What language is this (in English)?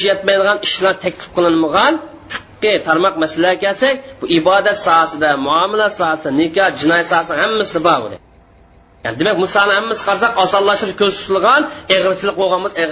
Uyghur